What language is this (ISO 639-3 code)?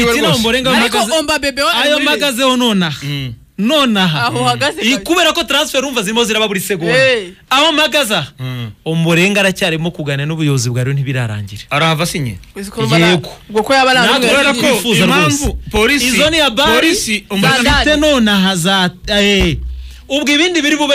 kin